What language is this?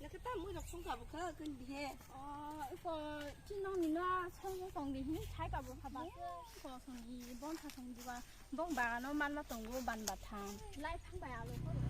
Kok Borok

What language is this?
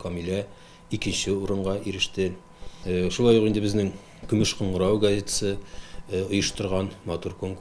Tatar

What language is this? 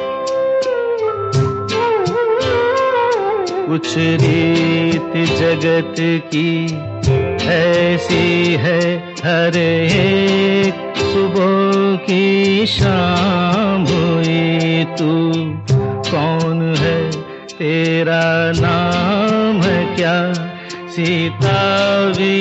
Hindi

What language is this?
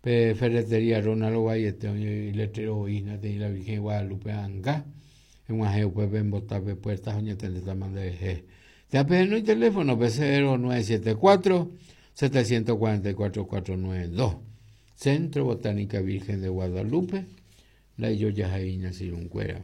Guarani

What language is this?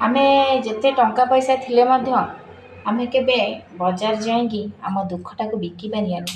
Odia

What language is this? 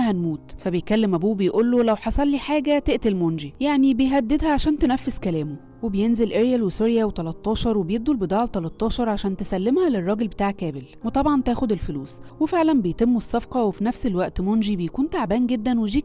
Egyptian Arabic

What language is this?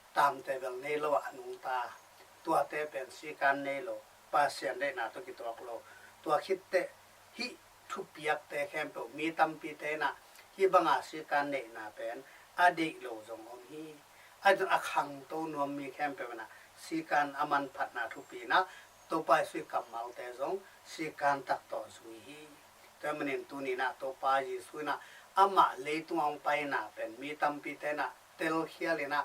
Tedim Chin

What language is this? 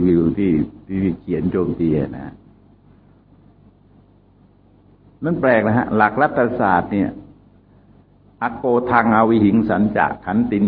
Thai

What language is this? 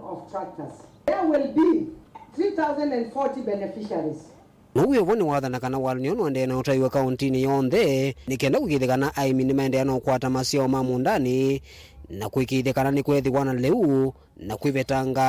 Kamba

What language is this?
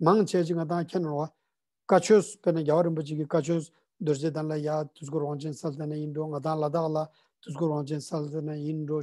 Ladakhi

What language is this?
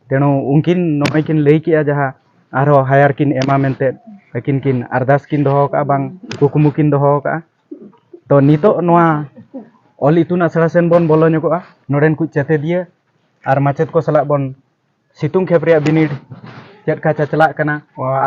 Santali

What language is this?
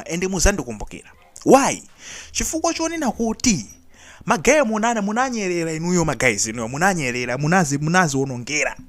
Nyanja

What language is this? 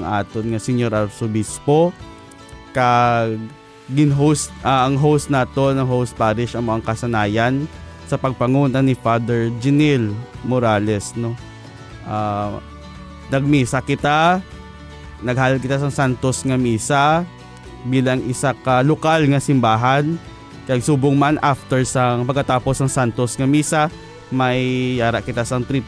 Hiligaynon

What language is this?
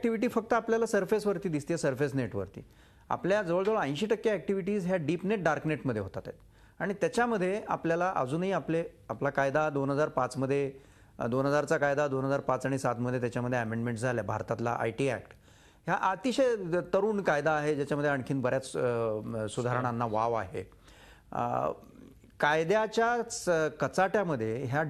Marathi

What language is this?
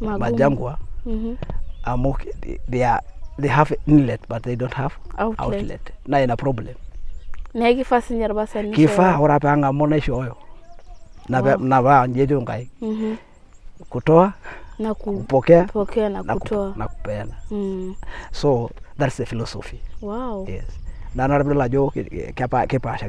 Masai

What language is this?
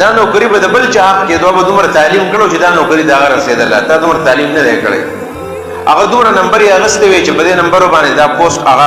Pashto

